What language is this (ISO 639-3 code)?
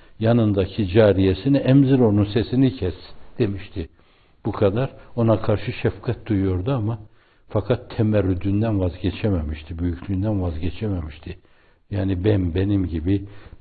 tur